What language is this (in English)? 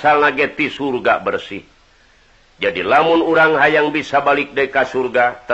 Sundanese